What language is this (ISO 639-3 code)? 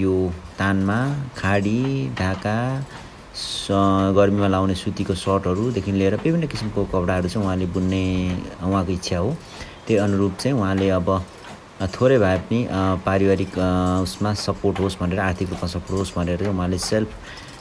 nep